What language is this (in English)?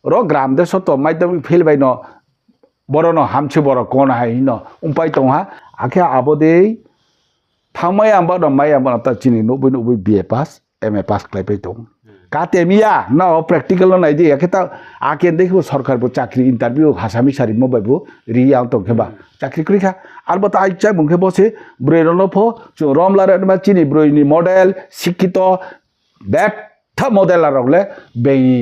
Riang (India)